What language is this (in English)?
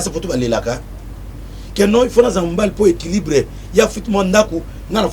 Lingala